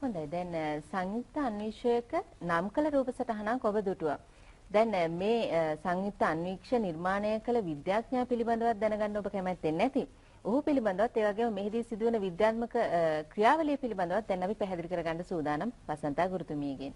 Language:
Sinhala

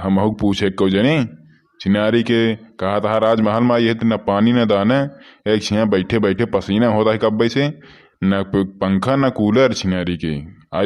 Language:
Awadhi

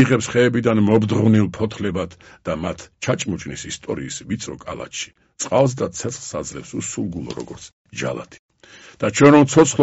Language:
Georgian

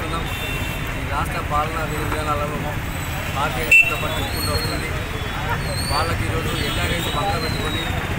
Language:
Telugu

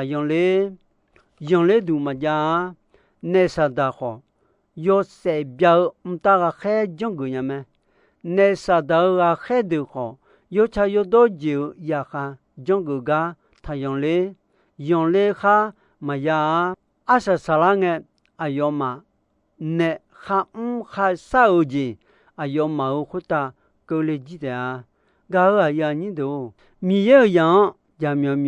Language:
Akha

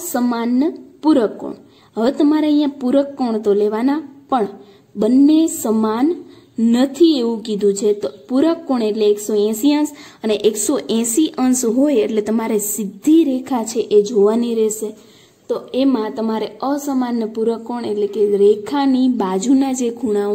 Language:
Gujarati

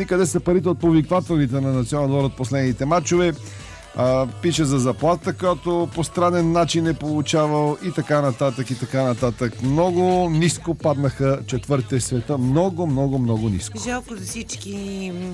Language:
Bulgarian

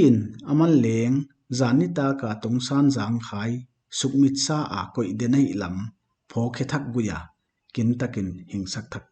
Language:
Paite Chin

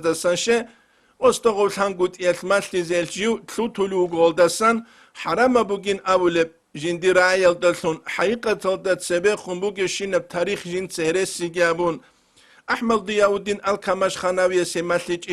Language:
Avaric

